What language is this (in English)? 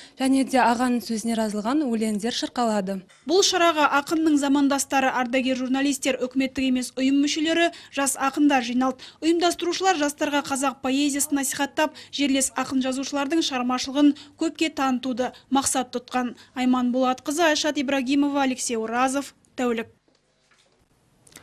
Kazakh